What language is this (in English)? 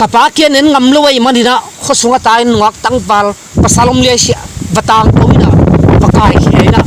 Tedim Chin